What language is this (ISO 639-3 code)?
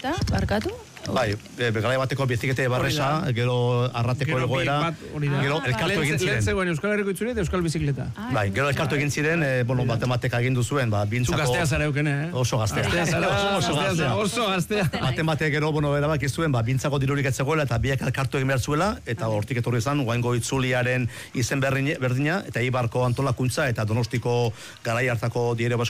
eus